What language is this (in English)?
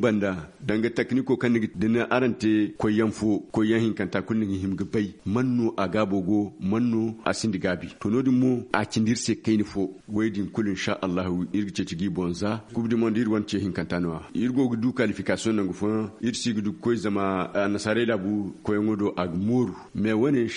Zarma